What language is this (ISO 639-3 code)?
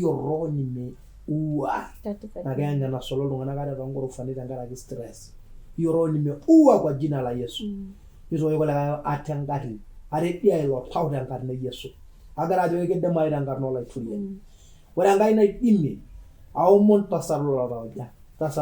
mas